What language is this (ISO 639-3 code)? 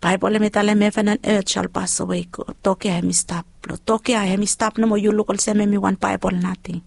bis